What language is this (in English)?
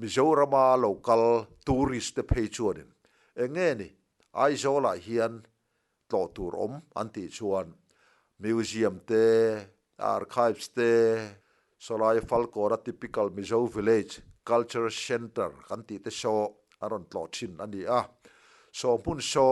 Mizo